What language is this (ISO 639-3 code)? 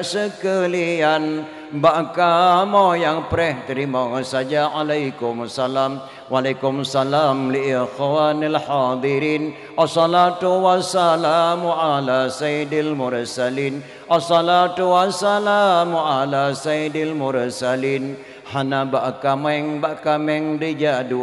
ace